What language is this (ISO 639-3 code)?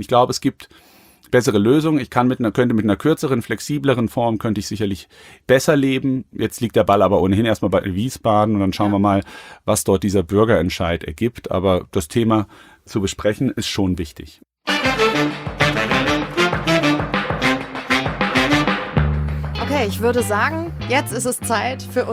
deu